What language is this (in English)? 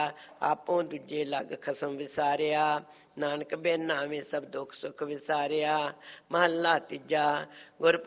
Punjabi